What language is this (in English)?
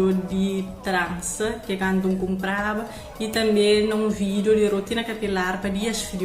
Kabuverdianu